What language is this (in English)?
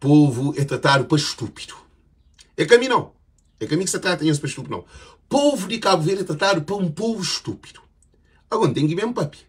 Kabuverdianu